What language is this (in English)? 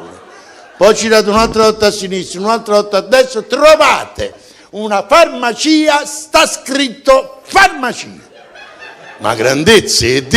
Neapolitan